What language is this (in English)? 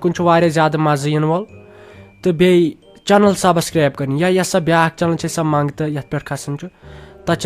Kashmiri